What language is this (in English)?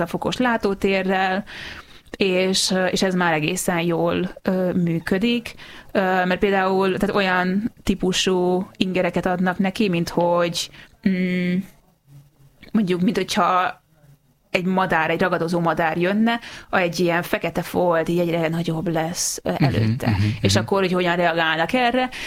Hungarian